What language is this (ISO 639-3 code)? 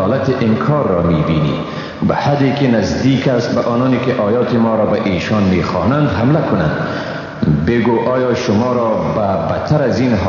fas